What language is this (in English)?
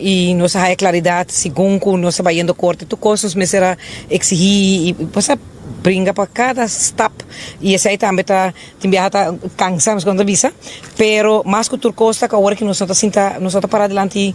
Papiamento